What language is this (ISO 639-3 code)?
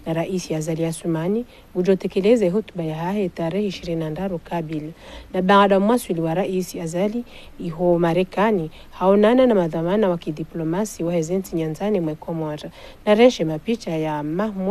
zdj